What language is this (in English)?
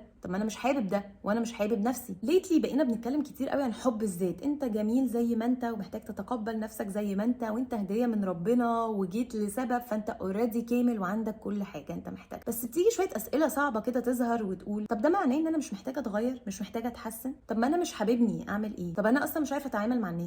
Egyptian Arabic